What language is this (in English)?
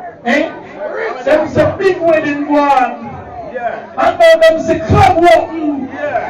Jamaican Creole English